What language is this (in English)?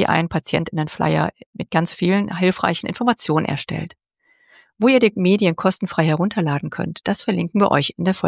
German